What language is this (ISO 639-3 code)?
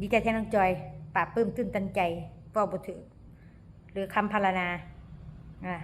tts